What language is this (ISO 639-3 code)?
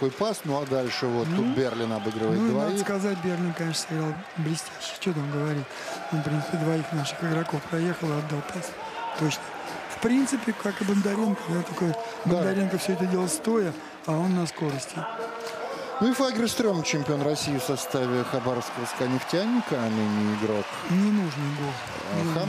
rus